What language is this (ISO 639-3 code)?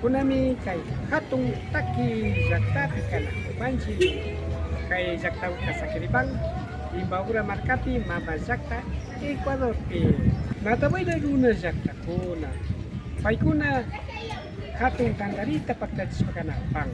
qvi